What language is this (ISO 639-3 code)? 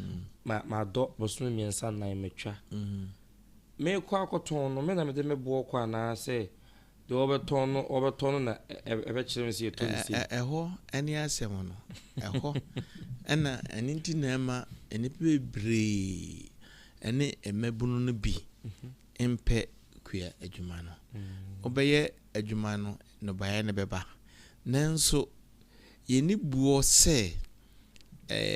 aka